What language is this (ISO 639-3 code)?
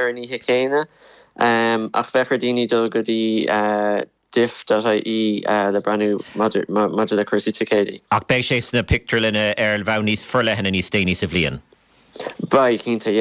gle